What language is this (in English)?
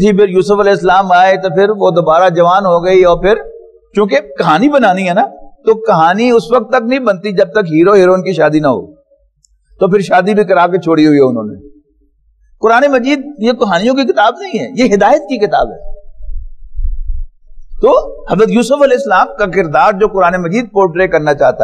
Urdu